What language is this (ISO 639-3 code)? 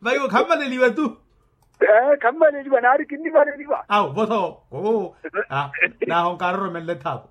vmw